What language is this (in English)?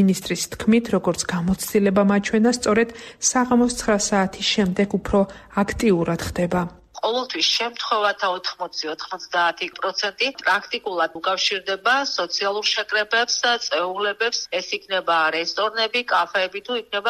Georgian